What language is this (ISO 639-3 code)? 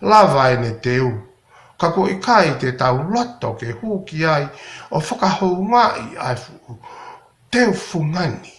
ton